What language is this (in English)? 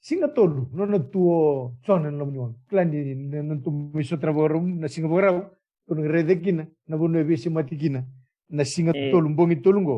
Fijian